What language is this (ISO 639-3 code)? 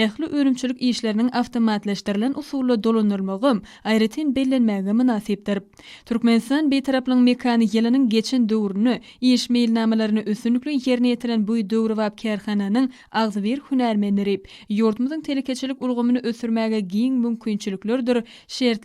tuk